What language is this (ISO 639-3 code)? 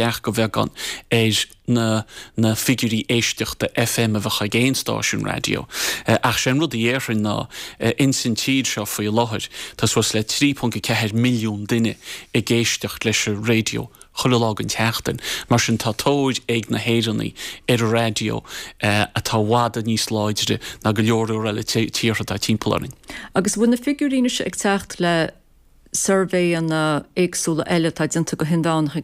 gle